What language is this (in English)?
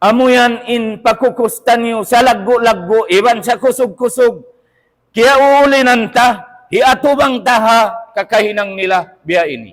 Tausug